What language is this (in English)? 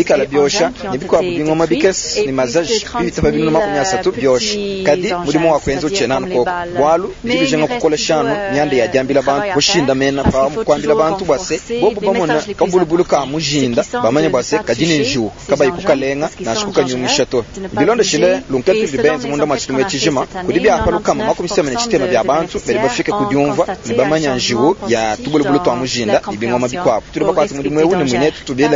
Luba-Lulua